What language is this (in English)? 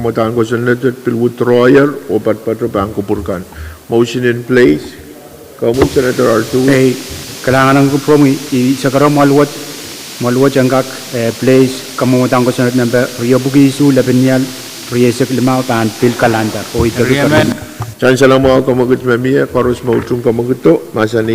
Pohnpeian